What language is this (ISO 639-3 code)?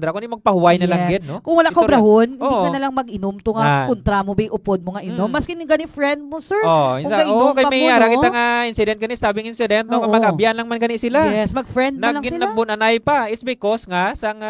hil